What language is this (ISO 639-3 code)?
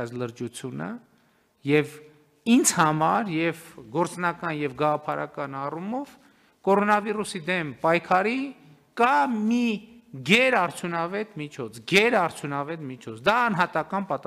hye